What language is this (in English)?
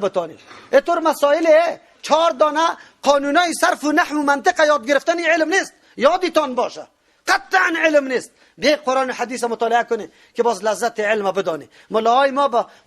Persian